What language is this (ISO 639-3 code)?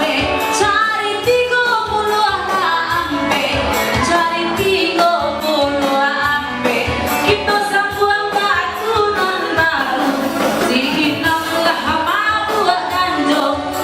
min